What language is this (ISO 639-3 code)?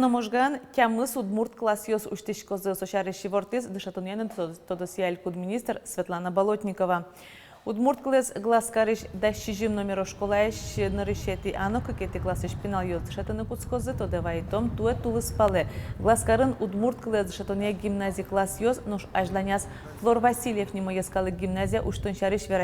udm